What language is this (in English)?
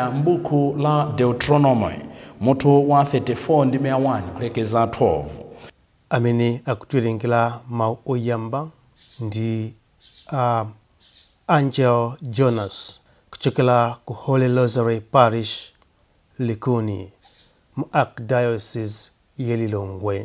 Nyanja